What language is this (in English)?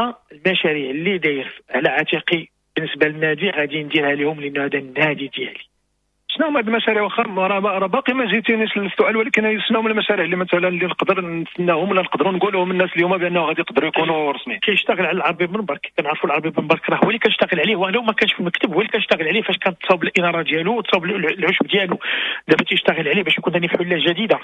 Moroccan Arabic